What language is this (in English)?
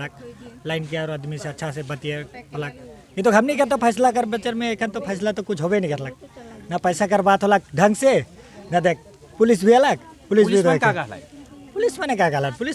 Sadri